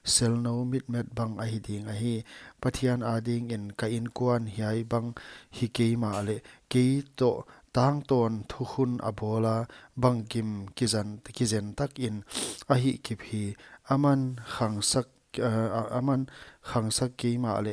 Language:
Paite Chin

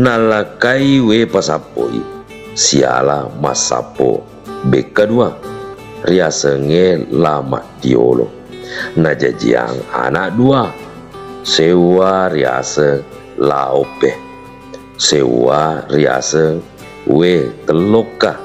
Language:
Buginese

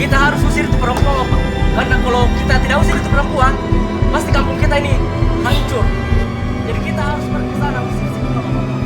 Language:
Makassar Malay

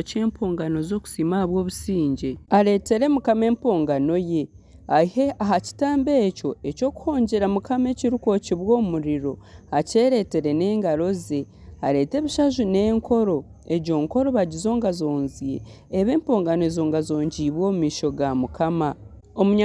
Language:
Nyankole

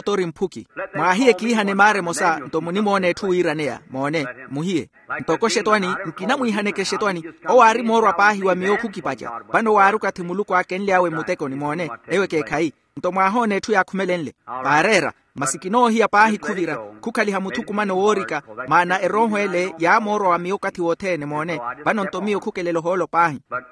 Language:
Makhuwa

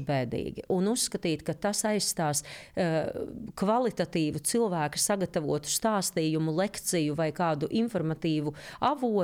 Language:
Latvian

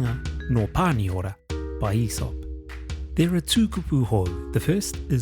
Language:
Māori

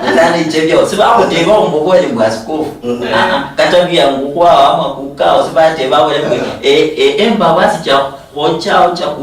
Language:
Luyia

